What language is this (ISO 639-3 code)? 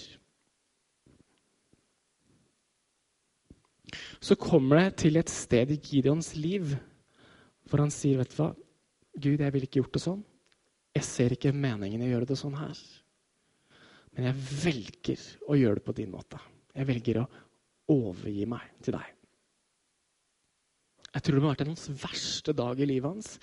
nor